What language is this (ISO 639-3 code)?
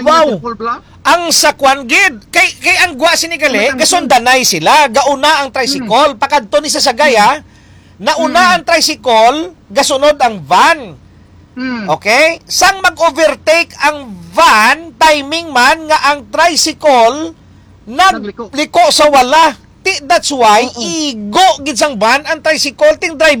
hil